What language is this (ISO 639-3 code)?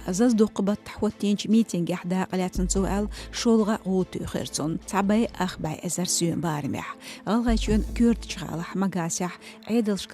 che